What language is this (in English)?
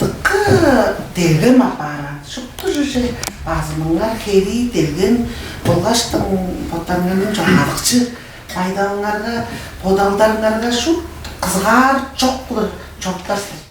Tuvinian